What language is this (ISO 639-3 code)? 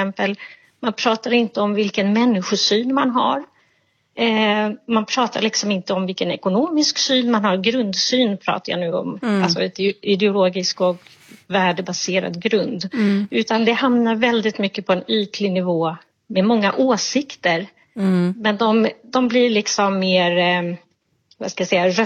swe